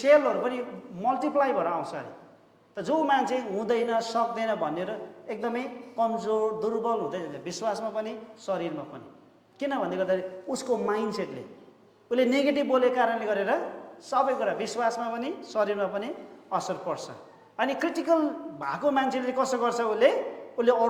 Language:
Nepali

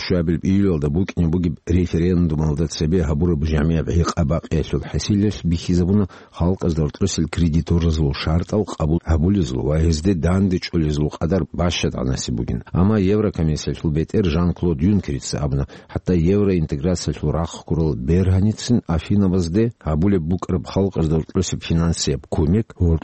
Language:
Avaric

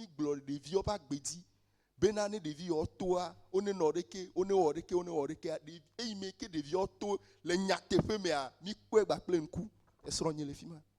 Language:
Ewe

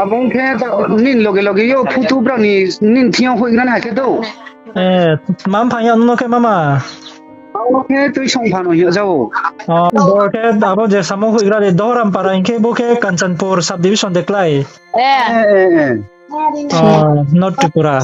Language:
Riang (India)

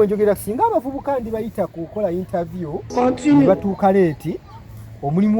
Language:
Ganda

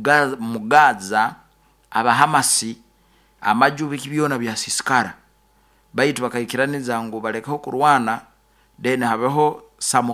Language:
Nyoro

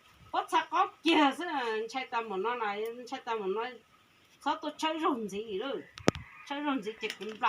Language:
Hmong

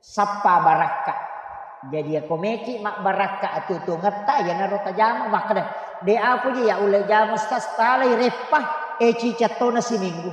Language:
Buginese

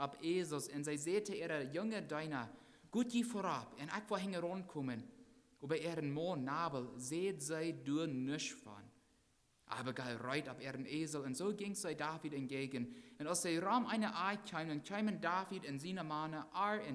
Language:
Plautdietsch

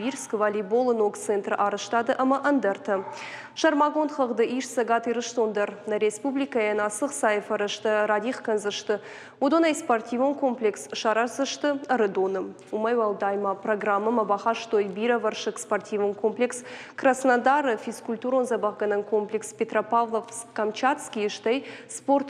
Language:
Ossetic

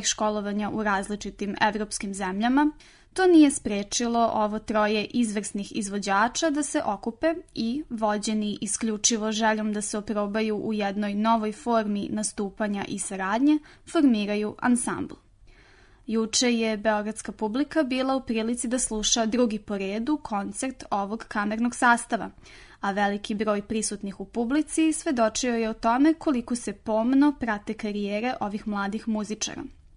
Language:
Serbian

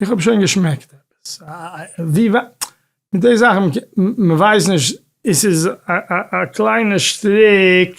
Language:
Yiddish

